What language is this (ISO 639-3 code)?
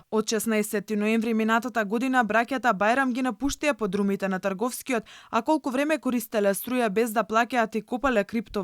mkd